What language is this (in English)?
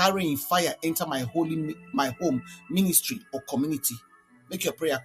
Nigerian Pidgin